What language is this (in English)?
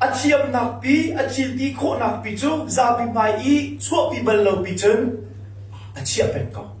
Hakha Chin